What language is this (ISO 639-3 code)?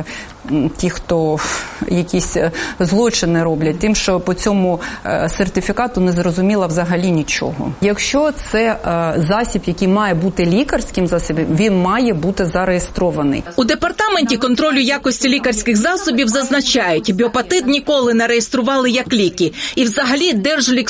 ukr